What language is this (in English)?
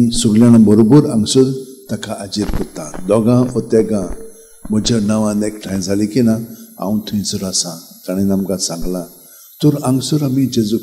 Konkani